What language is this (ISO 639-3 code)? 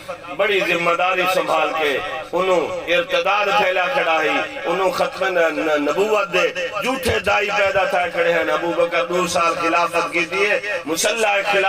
skr